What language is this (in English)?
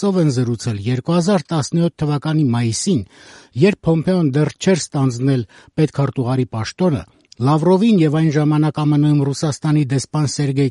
Armenian